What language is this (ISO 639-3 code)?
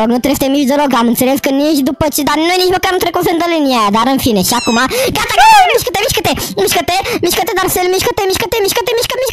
ron